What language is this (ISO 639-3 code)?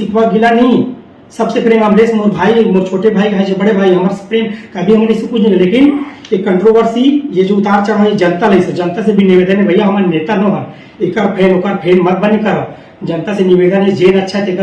hne